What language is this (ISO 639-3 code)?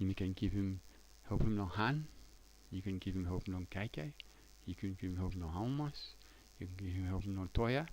tpi